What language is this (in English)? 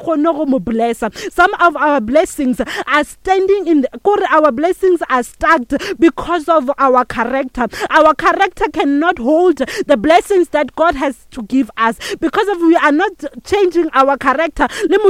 Northern Sotho